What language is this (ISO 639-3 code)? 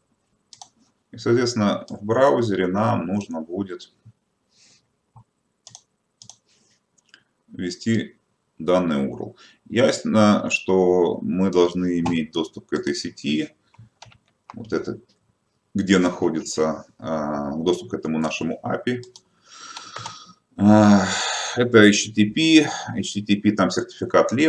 rus